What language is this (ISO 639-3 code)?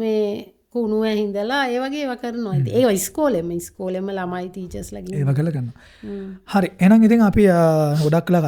sin